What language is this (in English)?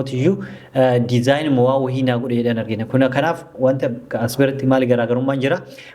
Oromo